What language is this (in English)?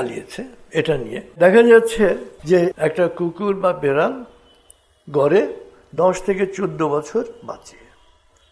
Bangla